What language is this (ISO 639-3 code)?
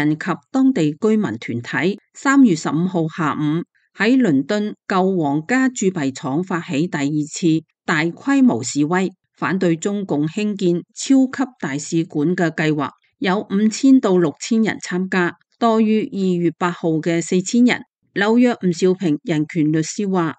yue